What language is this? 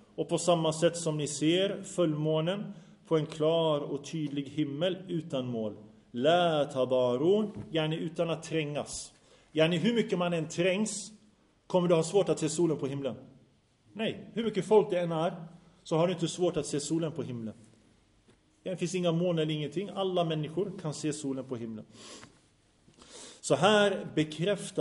Swedish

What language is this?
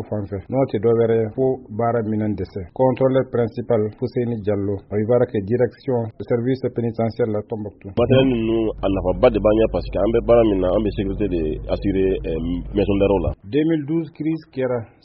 Bambara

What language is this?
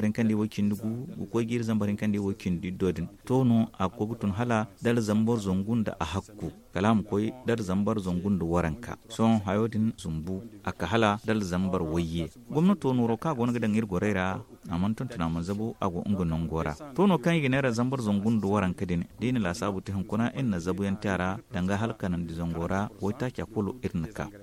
Zarma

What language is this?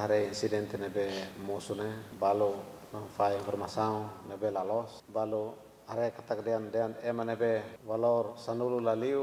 Tetum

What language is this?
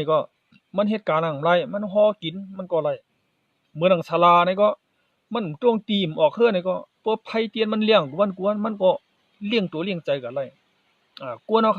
Shan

